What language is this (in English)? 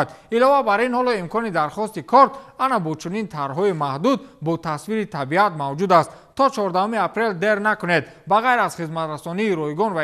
Tajik